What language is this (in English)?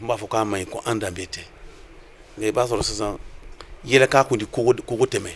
Bambara